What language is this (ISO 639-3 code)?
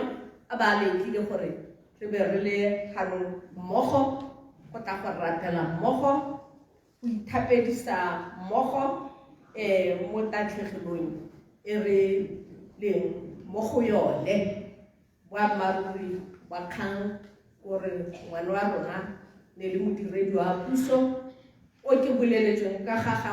tsn